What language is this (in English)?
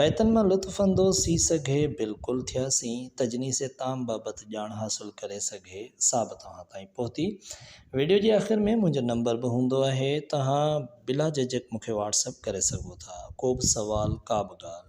Sindhi